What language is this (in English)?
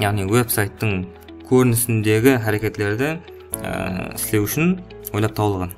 Kara-Kalpak